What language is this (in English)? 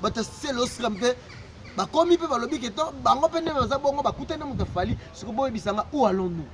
Lingala